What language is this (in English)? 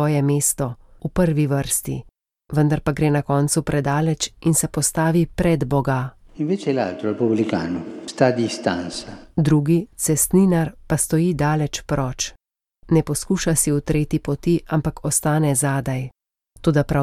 Slovenian